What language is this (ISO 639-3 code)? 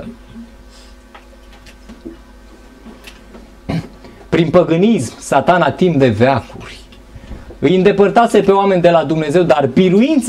ron